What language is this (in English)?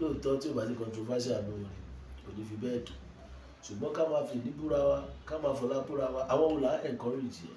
Yoruba